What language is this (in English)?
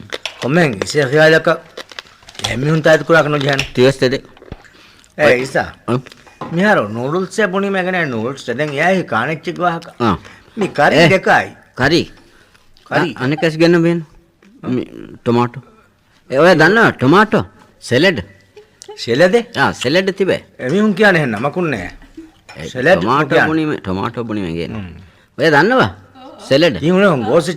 Divehi